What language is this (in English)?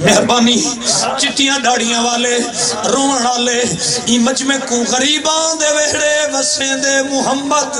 Saraiki